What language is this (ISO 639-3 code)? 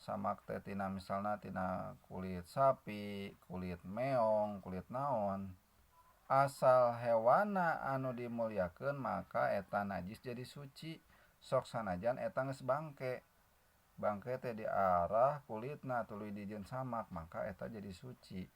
sun